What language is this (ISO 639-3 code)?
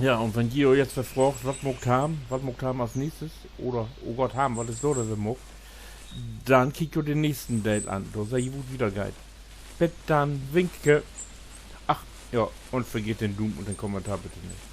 nds